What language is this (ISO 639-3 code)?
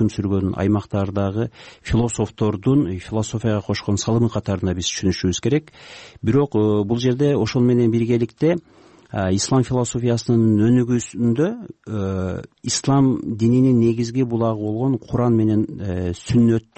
kir